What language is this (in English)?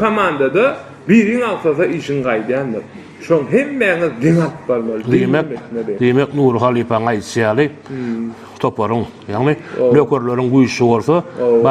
Turkmen